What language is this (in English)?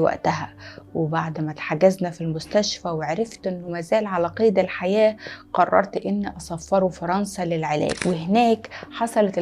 Egyptian Arabic